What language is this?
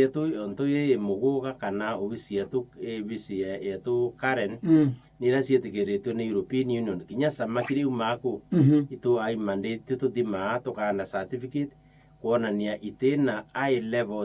Meru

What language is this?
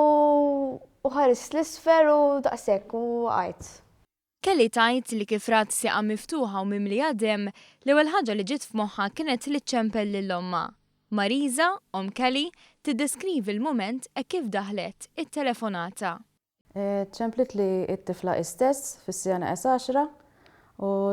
Maltese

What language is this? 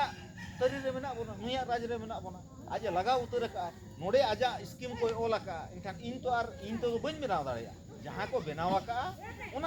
Santali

